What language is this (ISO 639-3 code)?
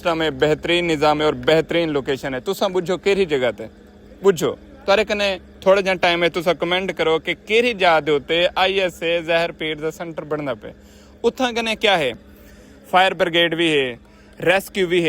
skr